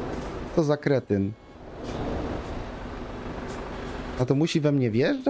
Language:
Polish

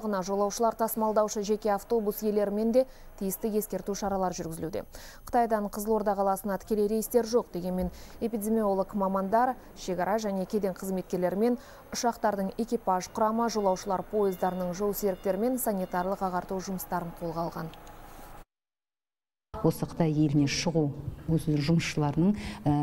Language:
Kazakh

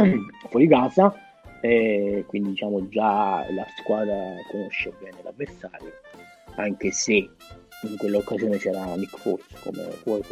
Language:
Italian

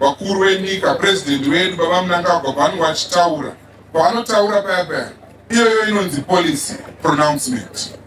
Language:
Shona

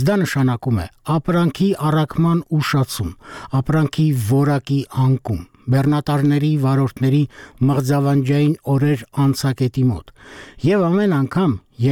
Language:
Armenian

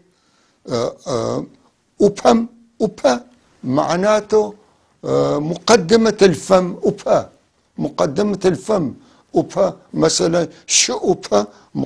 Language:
North Levantine Arabic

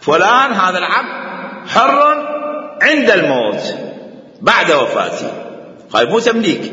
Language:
Mesopotamian Arabic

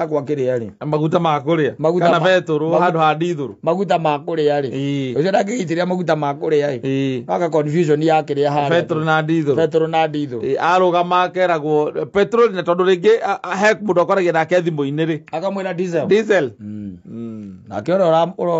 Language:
Kikuyu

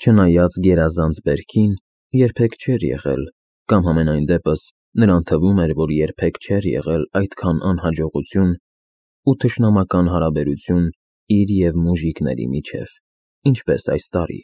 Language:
Armenian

